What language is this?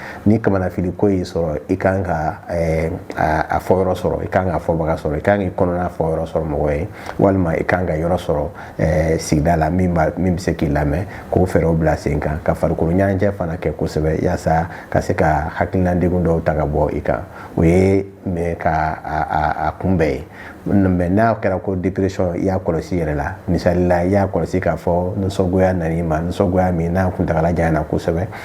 Bambara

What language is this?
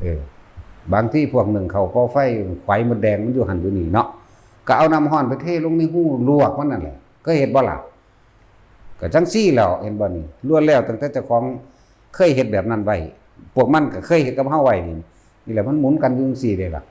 Northeastern Thai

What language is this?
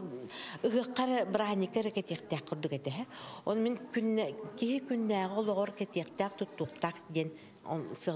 Yakut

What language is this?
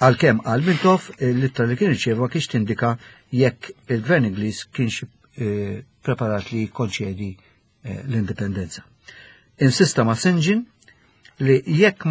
Maltese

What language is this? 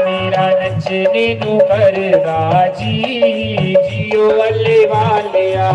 Dogri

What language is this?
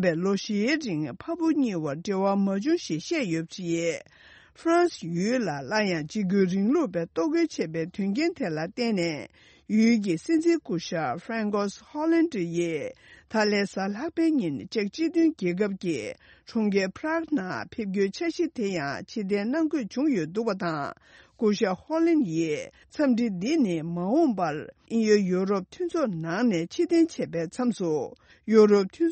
Tibetan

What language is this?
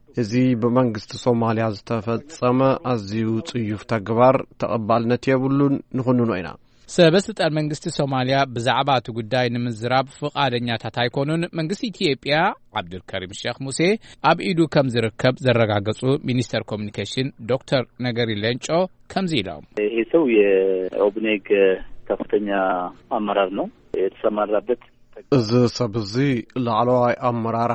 Tigrinya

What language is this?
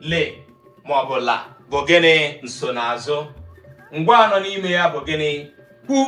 Igbo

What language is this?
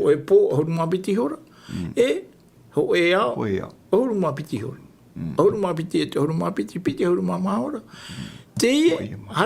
Tahitian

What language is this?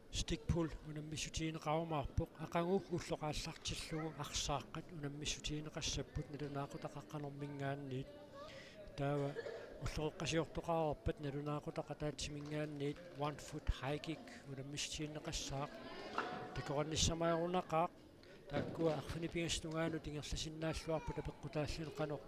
Kalaallisut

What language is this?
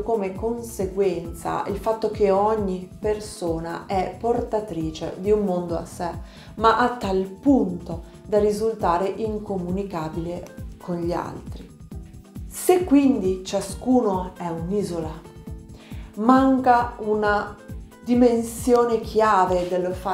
Italian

